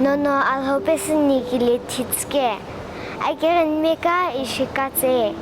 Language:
Sumi Naga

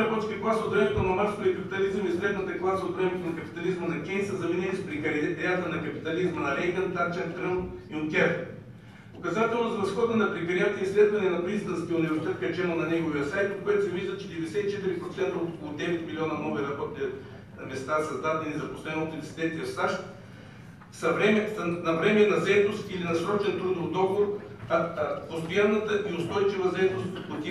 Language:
Bulgarian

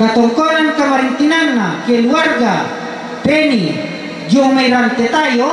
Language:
Toraja-Sa'dan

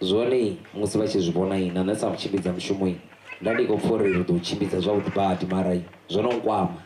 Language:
Venda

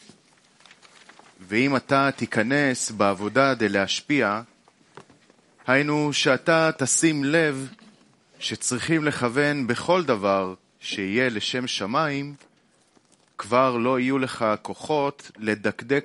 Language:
Hebrew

